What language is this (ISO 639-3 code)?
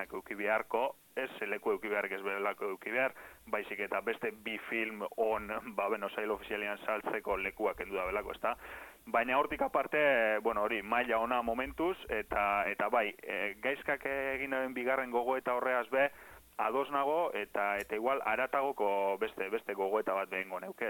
eus